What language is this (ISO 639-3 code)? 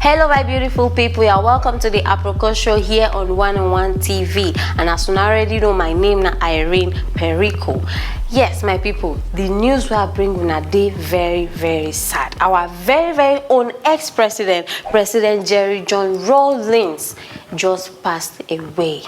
pcm